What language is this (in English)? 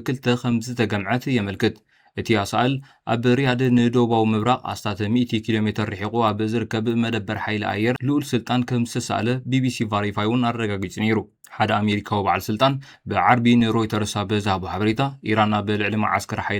Tigrinya